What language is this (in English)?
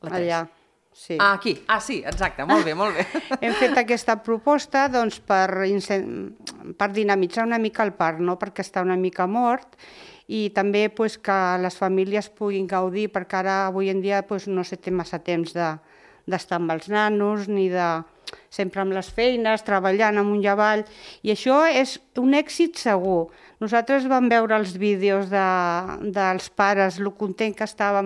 Catalan